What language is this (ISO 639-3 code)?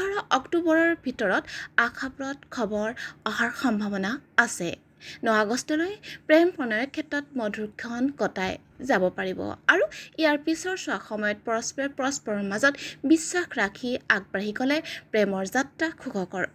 asm